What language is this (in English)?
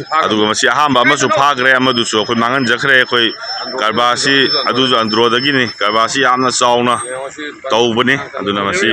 Manipuri